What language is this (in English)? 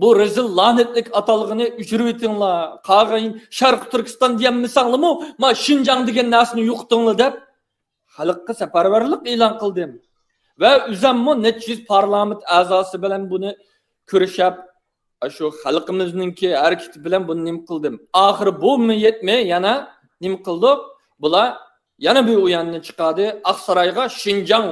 Uyghur